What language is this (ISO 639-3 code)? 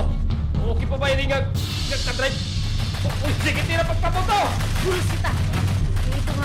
war